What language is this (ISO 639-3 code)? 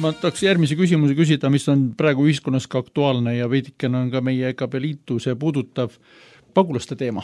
est